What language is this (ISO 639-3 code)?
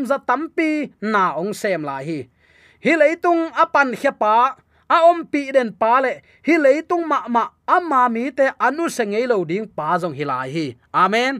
ctd